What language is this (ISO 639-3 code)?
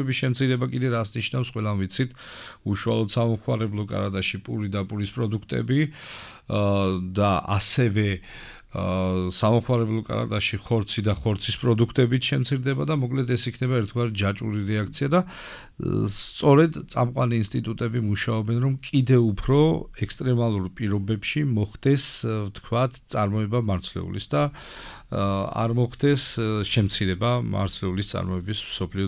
kat